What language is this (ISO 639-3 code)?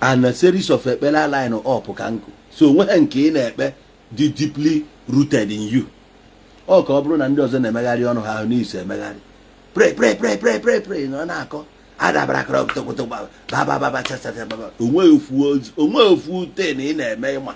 ibo